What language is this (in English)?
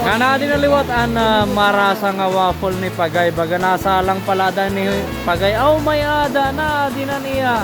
Waray